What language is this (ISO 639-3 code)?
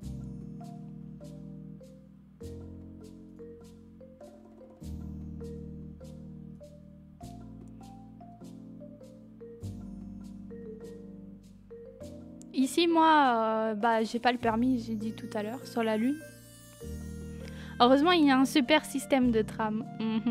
fra